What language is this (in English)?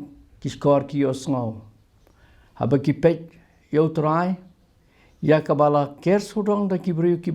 Khasi